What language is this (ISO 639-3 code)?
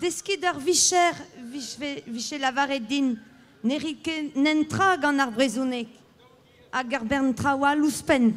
bre